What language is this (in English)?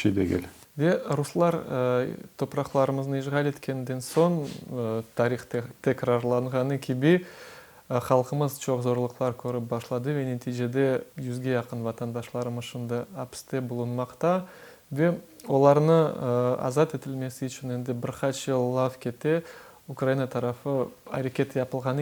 Crimean Tatar